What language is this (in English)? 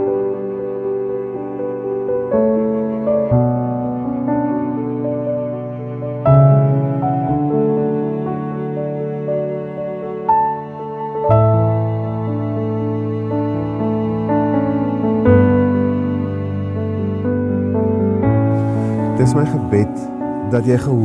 Afrikaans